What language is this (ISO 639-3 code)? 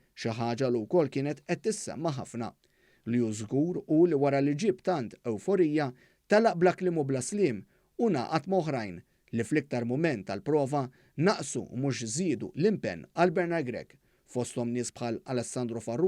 mlt